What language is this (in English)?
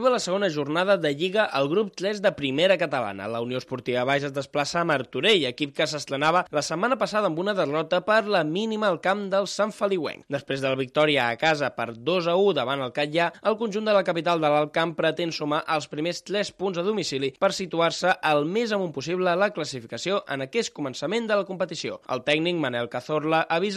Catalan